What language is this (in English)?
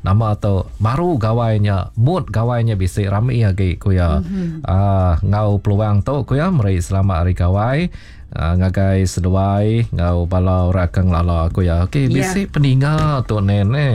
Iban